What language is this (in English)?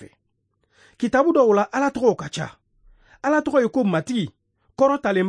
Bambara